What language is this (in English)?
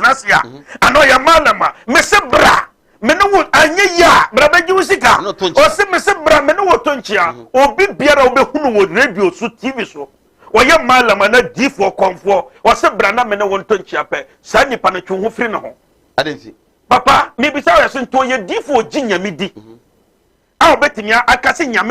Akan